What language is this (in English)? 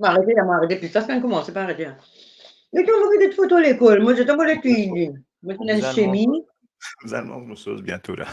Morisyen